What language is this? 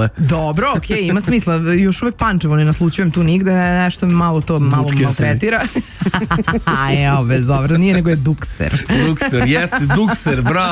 Serbian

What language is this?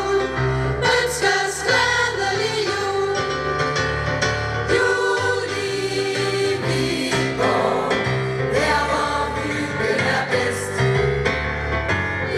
Danish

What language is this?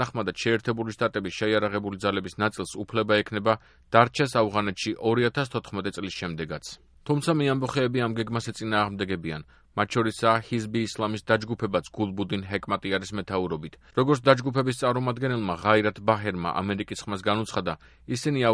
Georgian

